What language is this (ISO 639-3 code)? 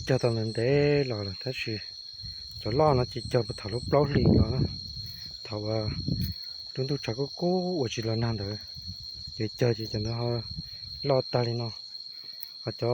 hmn